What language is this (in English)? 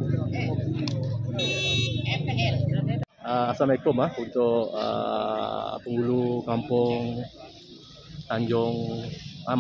Malay